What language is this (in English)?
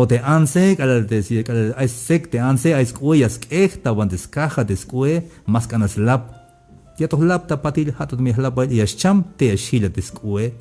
Tzeltal